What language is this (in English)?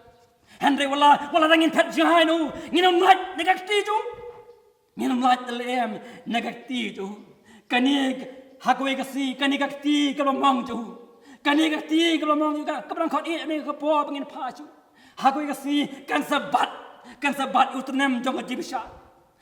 Khasi